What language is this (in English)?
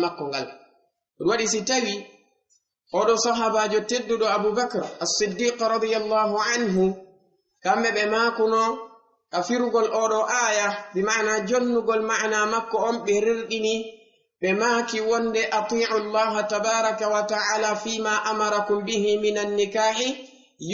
Fula